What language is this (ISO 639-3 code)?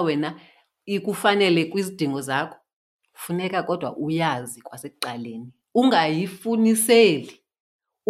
xho